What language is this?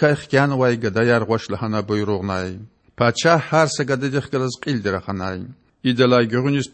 Lezghian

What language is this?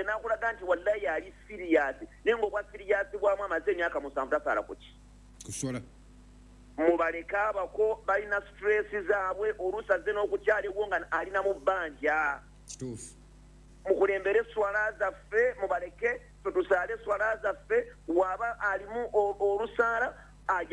Ganda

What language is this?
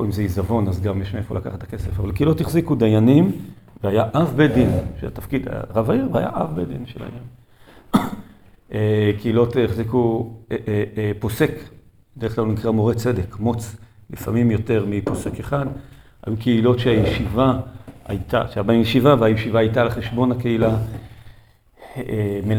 Hebrew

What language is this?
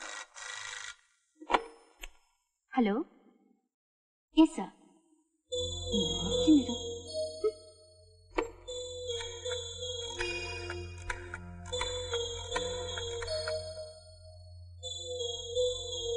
Kannada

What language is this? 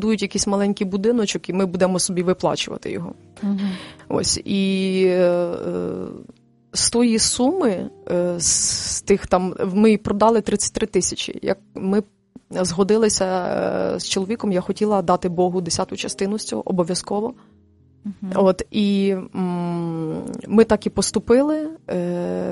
Ukrainian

